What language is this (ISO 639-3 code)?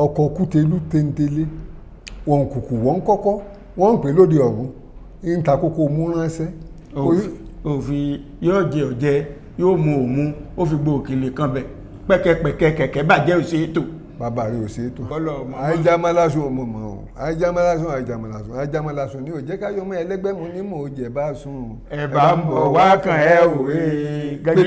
yor